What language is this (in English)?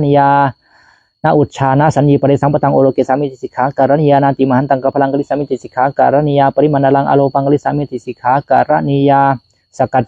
Pali